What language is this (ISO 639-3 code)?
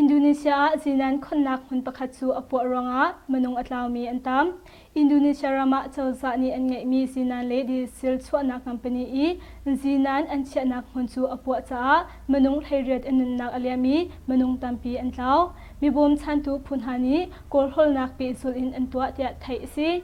cnh